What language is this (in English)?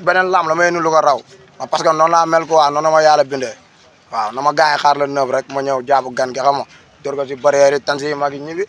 Wolof